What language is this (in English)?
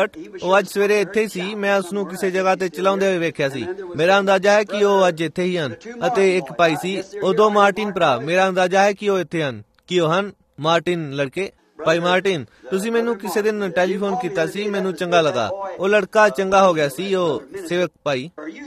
Punjabi